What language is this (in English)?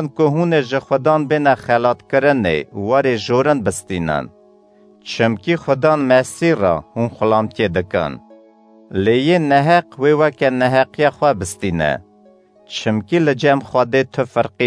Kurdish